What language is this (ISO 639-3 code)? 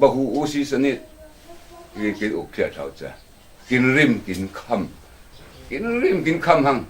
cfm